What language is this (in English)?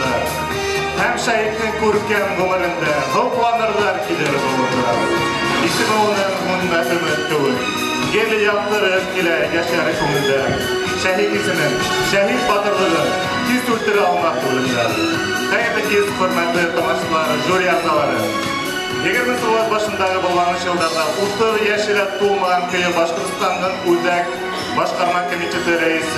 Bashkir